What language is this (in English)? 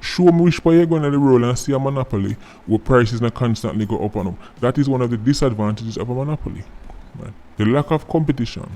Jamaican Creole English